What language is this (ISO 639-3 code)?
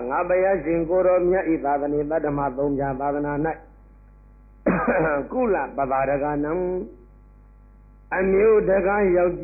mya